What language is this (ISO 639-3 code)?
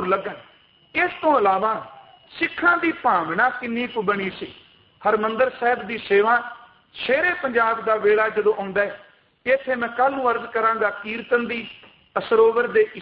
pan